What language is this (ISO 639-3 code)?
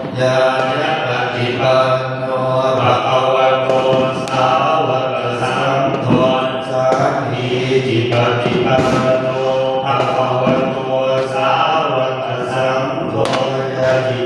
pli